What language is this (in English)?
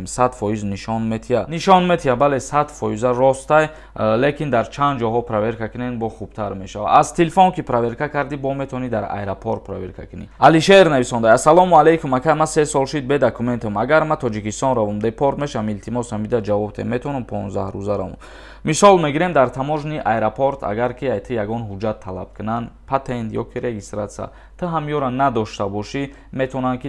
Tajik